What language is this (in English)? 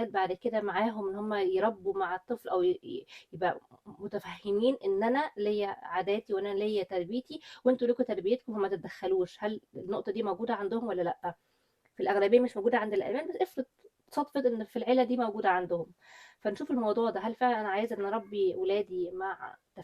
Egyptian Arabic